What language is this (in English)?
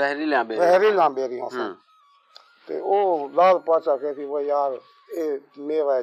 Saraiki